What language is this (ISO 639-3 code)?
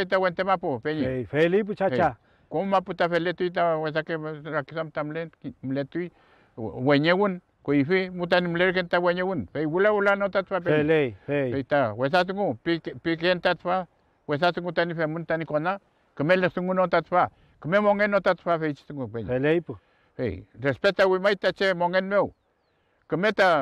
arn